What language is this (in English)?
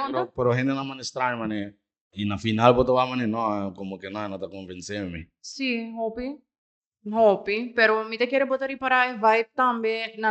Papiamento